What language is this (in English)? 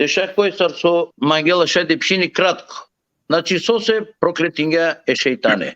Balkan Romani